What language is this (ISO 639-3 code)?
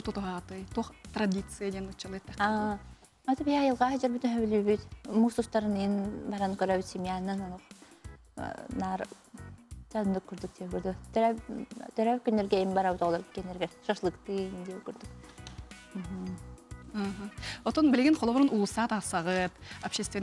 sah